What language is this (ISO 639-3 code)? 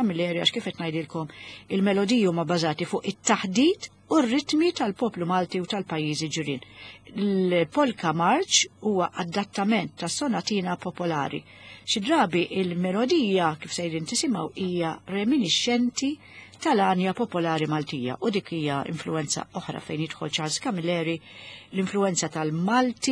mlt